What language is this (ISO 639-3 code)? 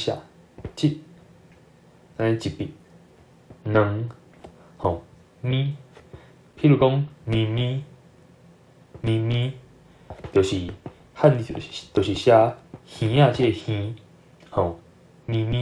nan